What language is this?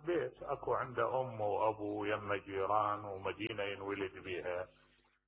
Mesopotamian Arabic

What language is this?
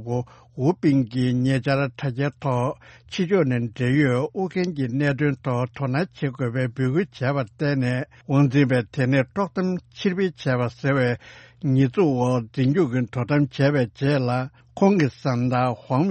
Tibetan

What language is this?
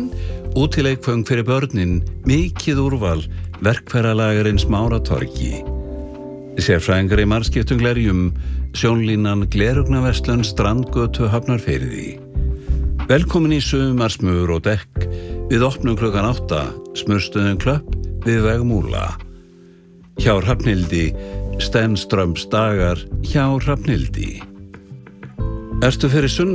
Icelandic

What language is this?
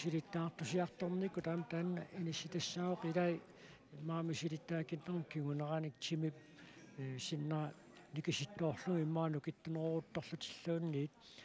Kalaallisut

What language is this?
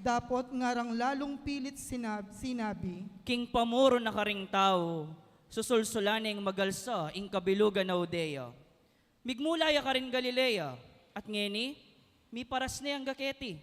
Pampanga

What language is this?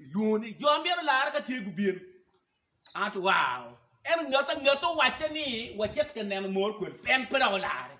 Acoli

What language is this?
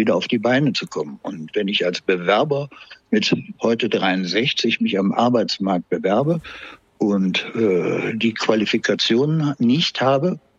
German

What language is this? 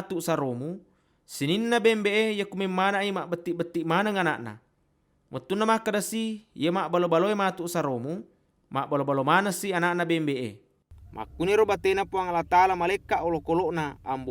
Buginese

